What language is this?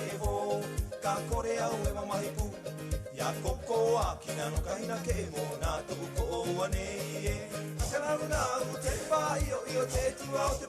Rapanui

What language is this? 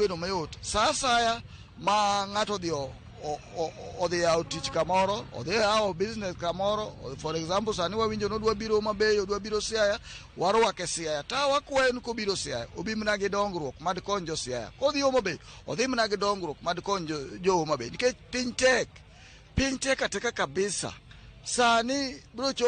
Luo (Kenya and Tanzania)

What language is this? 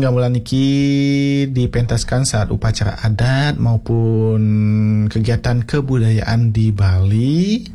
Balinese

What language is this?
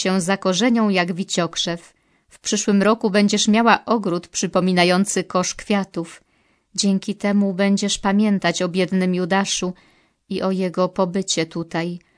Polish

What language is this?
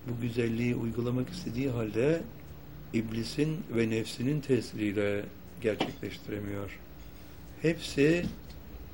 Turkish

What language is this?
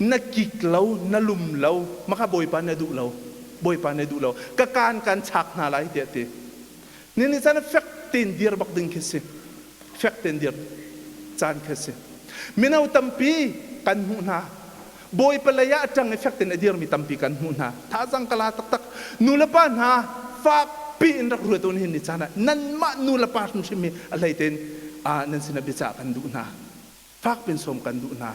Hakha Chin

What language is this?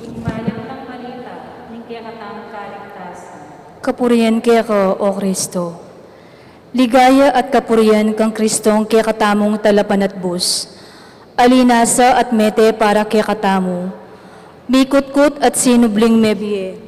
Pampanga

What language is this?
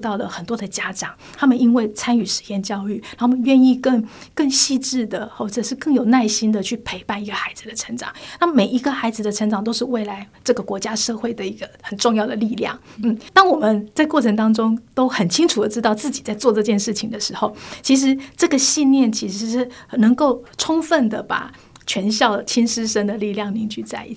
Chinese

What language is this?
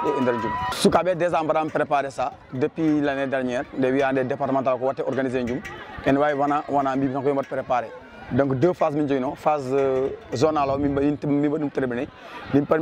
Fula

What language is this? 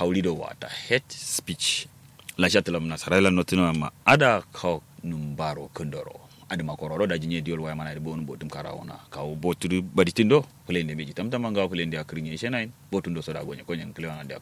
Kanuri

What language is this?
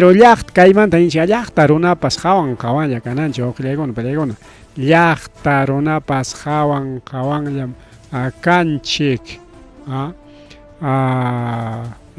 Ayacucho Quechua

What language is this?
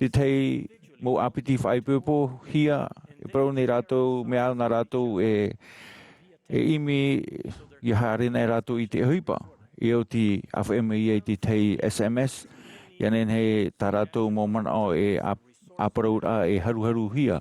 Tahitian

